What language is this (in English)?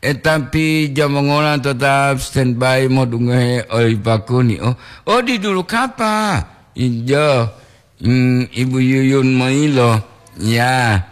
Gorontalo